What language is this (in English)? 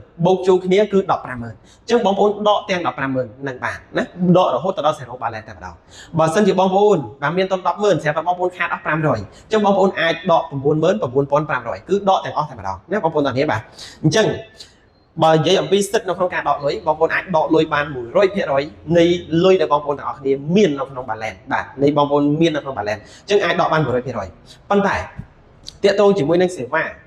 Khmer